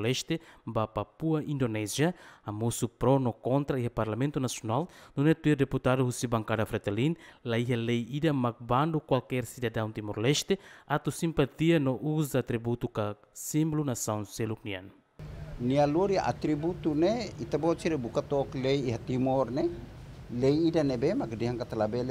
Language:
Tetum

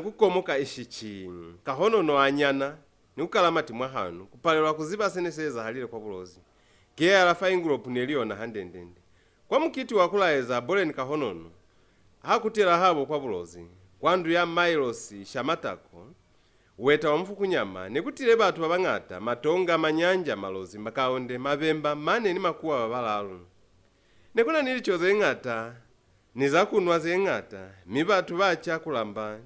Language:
Lozi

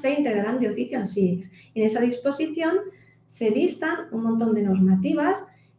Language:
Spanish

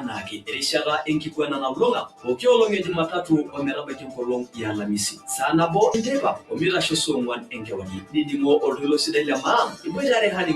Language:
Masai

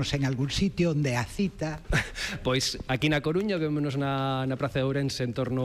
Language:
Galician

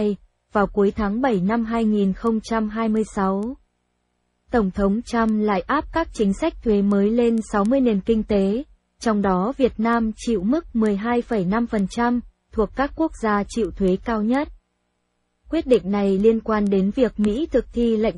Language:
Vietnamese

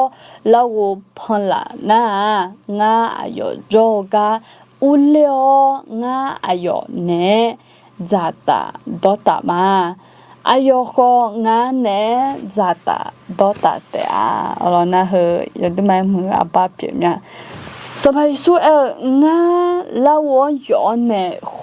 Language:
Akha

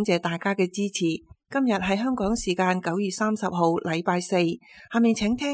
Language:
Cantonese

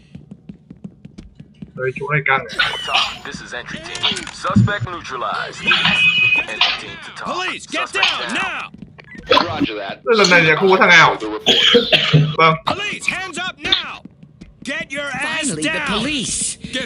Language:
Vietnamese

